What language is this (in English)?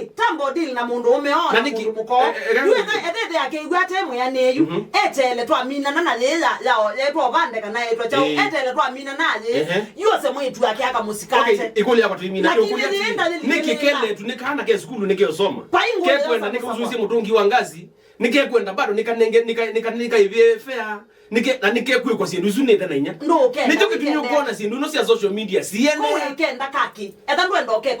Kamba